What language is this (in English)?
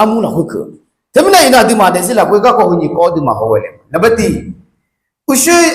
Akha